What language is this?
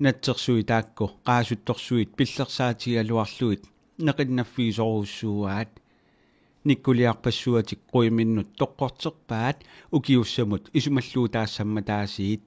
Kalaallisut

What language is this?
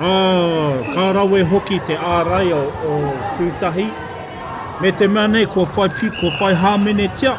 Māori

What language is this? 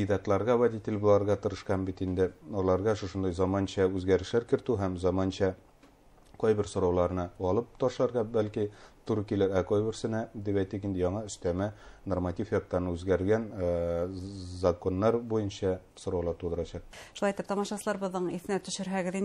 Bashkir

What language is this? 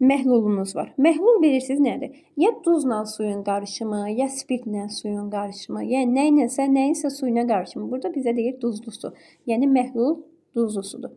Azerbaijani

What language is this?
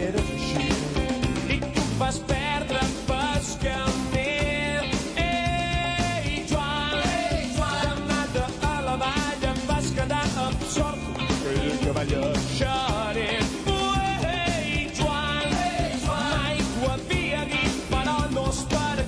Catalan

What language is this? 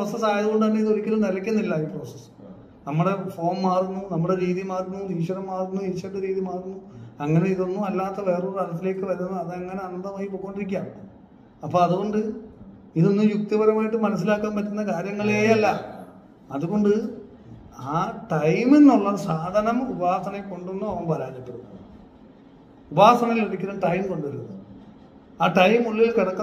Malayalam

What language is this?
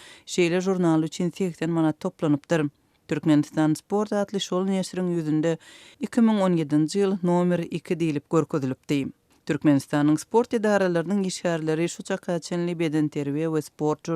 Turkmen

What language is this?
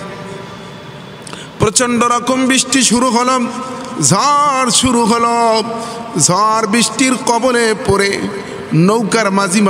Bangla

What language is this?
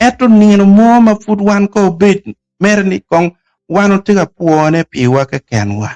Acoli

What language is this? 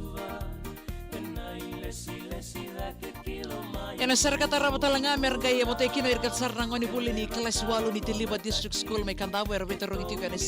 Fijian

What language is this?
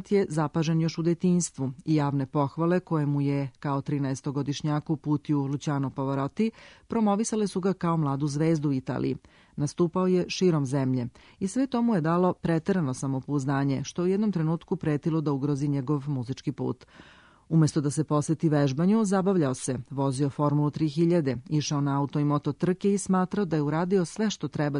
Serbian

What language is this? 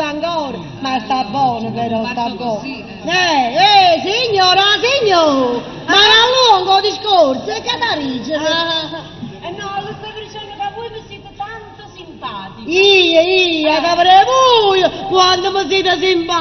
Neapolitan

